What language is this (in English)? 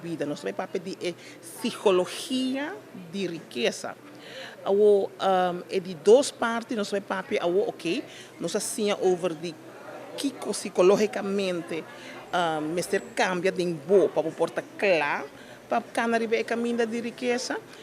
Papiamento